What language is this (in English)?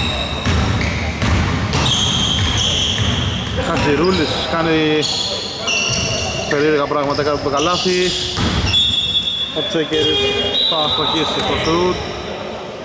Greek